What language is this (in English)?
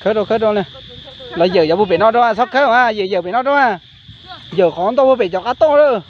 Hmong